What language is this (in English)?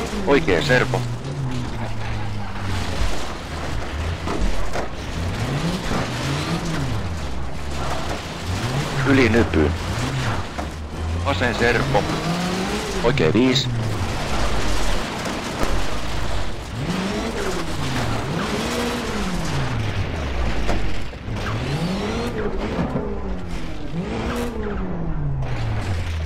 Finnish